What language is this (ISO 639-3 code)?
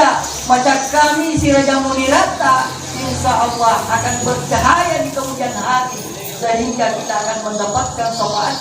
bug